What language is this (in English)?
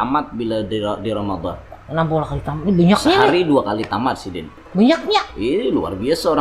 Banjar